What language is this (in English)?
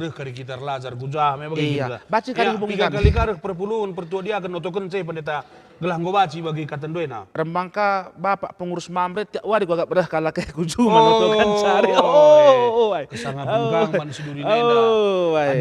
Batak Karo